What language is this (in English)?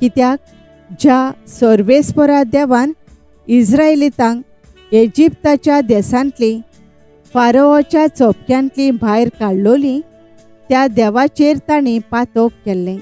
Konkani